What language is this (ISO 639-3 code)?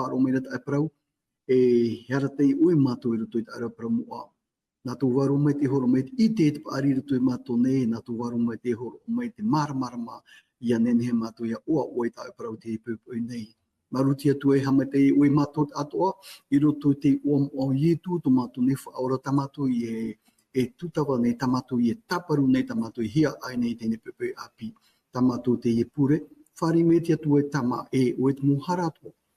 tah